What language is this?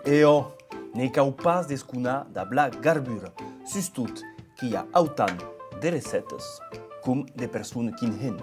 Occitan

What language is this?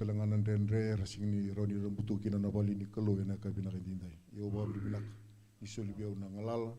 Fijian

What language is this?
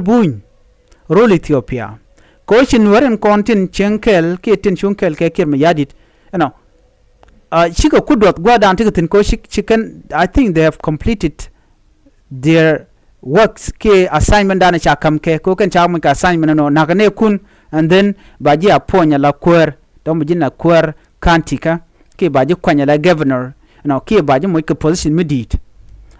Nuer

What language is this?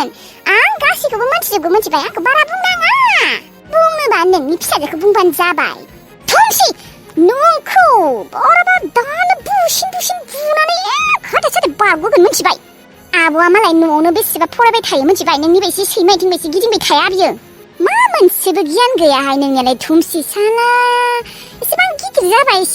Bodo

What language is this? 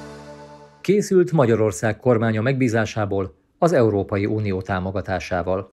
Hungarian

